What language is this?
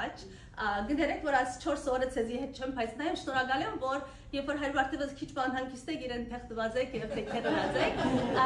Western Armenian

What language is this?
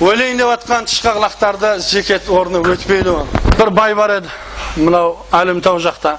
Kazakh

